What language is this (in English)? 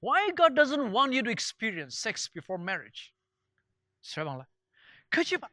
Ao Naga